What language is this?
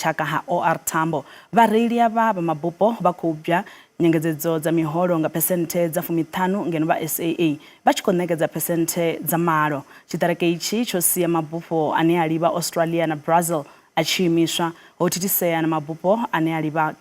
Venda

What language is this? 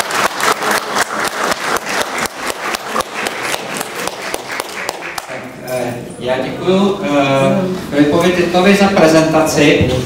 Czech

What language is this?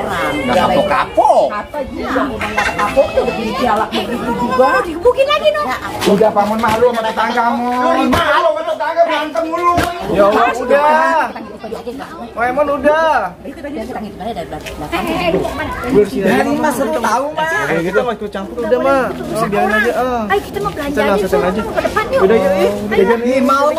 Betawi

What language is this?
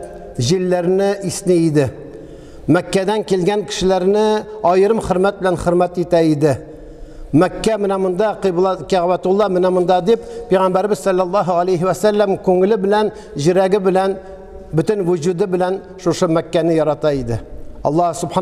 Tatar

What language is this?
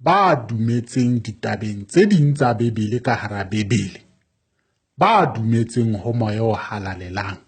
Southern Sotho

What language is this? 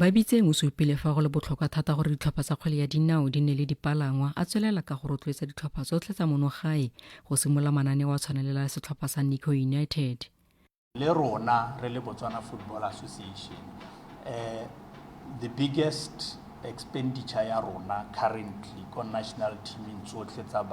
Tswana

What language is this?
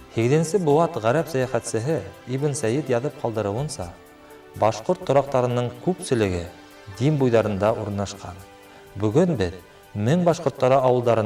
Bashkir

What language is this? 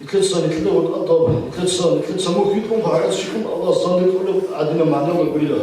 Avaric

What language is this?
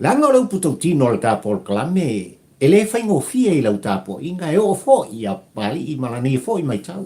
Samoan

